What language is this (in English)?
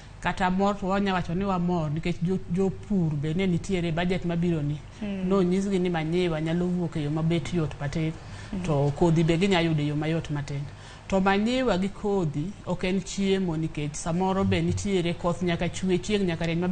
Luo (Kenya and Tanzania)